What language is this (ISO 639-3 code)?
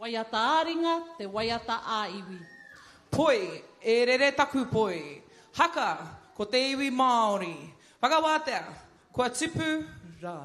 mri